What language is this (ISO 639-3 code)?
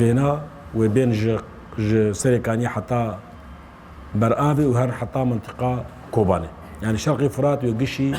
kur